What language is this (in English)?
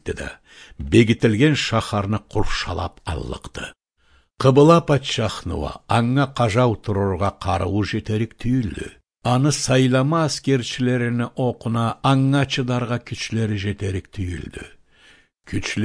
Karachay-Balkar